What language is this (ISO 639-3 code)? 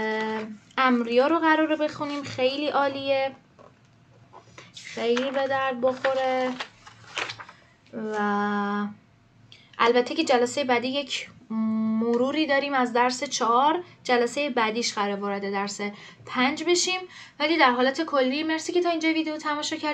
fas